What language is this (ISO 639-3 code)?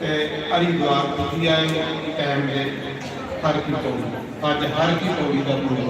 doi